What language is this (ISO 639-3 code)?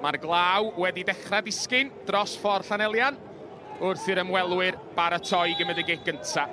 cym